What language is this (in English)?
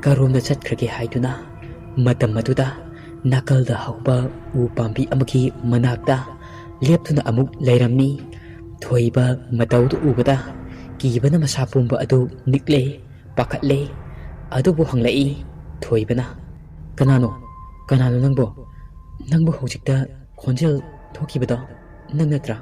Manipuri